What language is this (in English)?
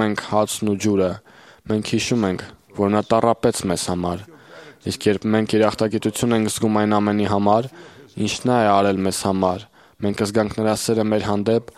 Armenian